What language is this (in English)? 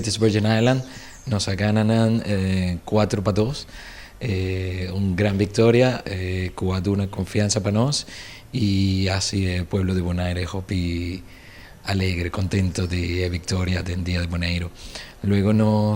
Papiamento